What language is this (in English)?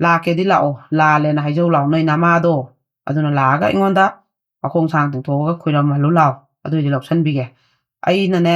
Manipuri